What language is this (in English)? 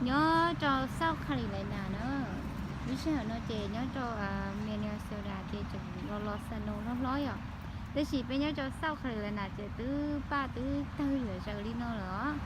Hmong